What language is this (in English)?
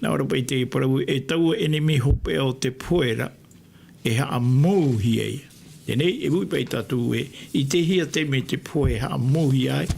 Tahitian